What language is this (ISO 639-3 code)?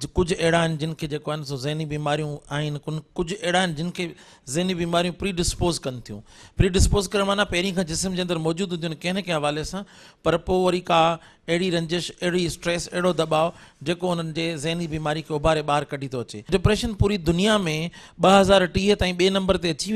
snd